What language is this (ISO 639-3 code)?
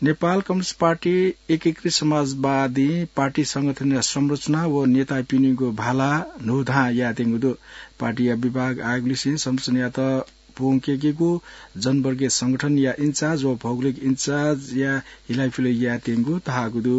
new